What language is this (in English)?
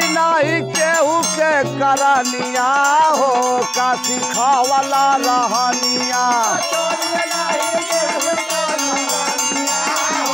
Bhojpuri